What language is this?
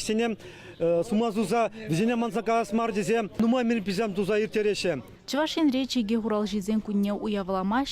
Chuvash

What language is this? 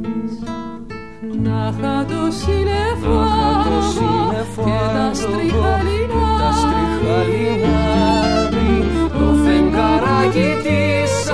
Greek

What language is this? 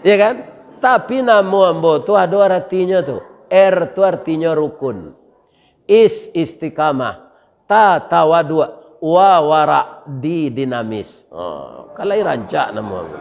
Minangkabau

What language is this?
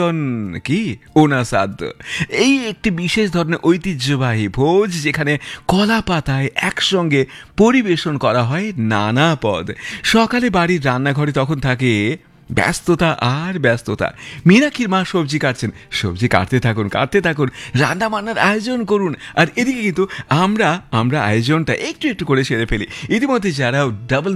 Bangla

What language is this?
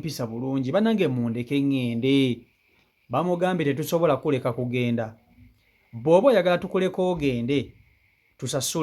Ganda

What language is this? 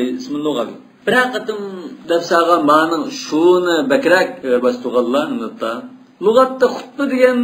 Uyghur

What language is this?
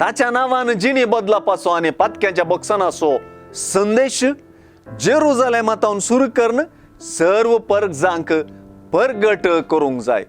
Konkani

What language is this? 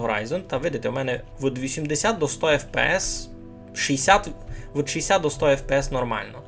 Rusyn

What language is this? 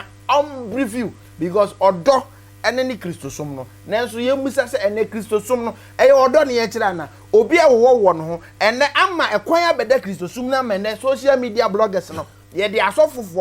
Akan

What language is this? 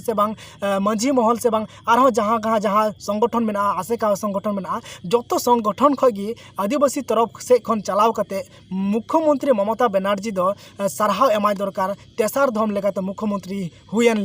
Santali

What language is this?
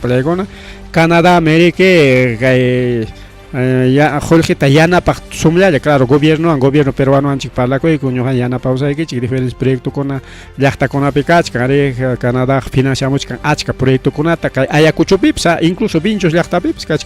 Ayacucho Quechua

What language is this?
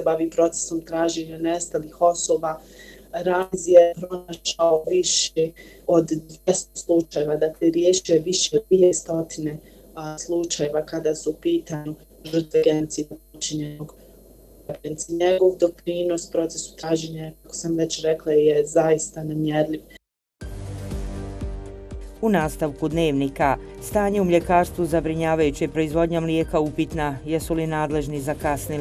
Bosnian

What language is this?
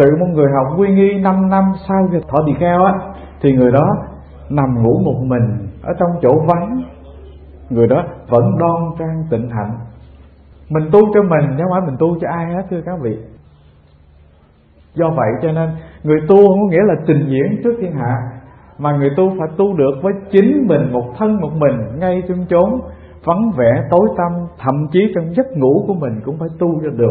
Vietnamese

